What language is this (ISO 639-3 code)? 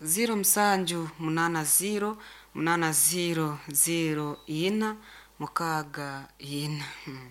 nyo